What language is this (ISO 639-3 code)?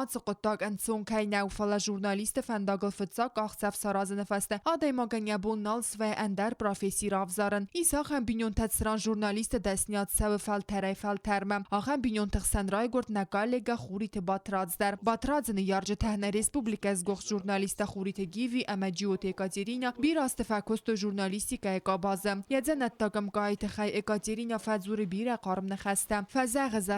oss